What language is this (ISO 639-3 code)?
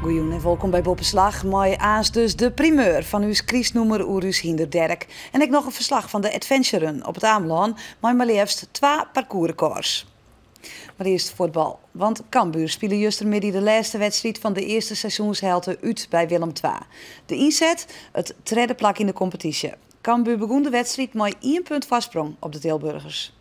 fry